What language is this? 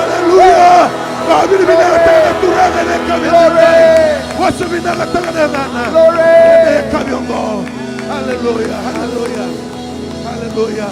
Fijian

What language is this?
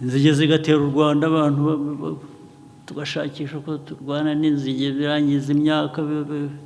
Kinyarwanda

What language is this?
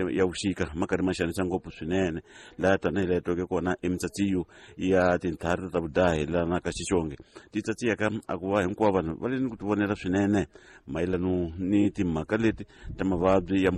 Tsonga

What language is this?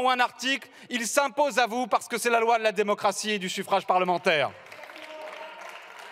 French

